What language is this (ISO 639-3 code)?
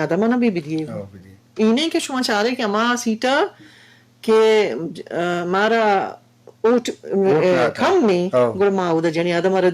bgp